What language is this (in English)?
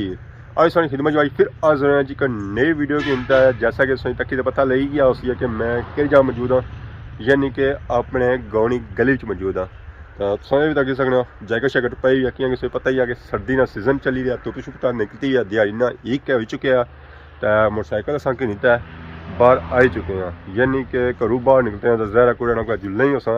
Pahari-Potwari